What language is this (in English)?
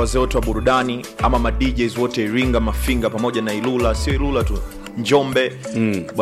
Swahili